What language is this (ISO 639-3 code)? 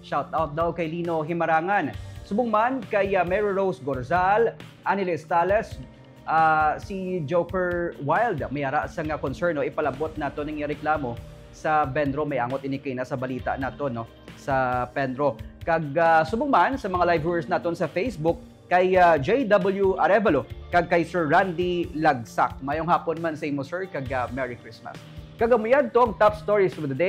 hil